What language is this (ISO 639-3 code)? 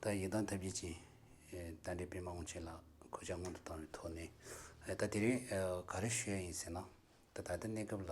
bod